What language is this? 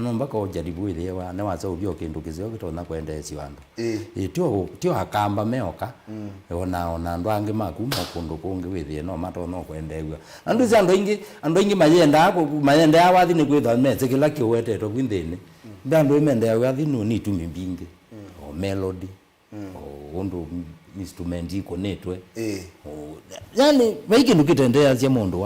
Kamba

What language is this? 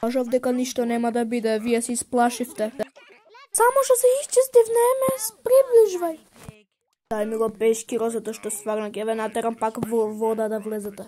Macedonian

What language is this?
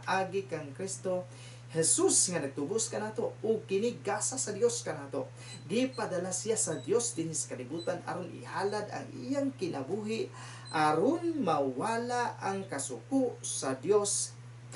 Cebuano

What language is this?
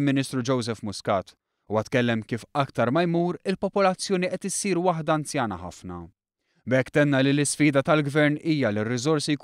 Maltese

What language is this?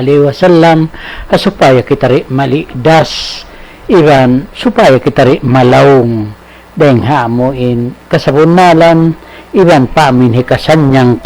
Tausug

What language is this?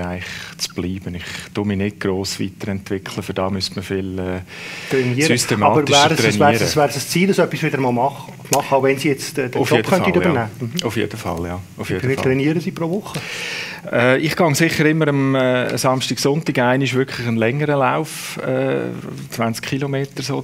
Swiss German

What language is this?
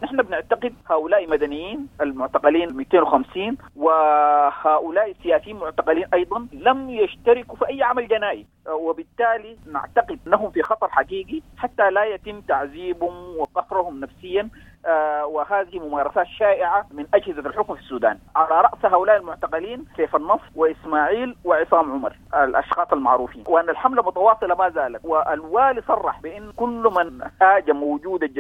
Sudanese Arabic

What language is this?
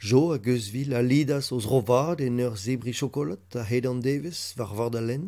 Breton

